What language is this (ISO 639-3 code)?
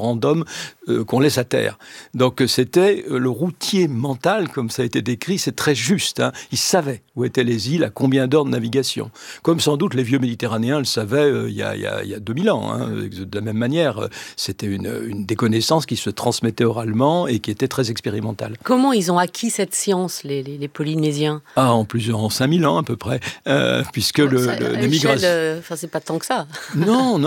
fra